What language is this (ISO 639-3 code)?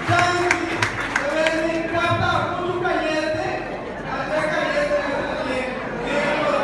pap